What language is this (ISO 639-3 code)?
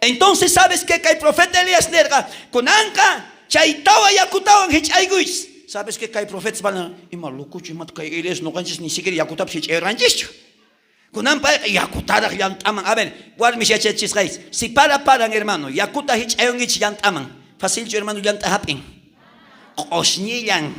quh